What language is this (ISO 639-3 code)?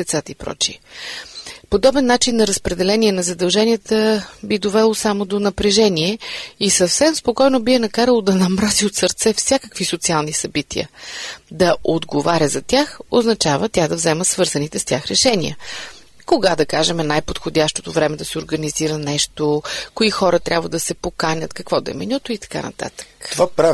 bul